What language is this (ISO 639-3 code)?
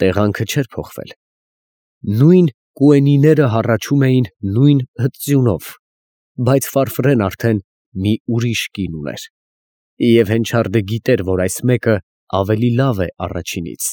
hye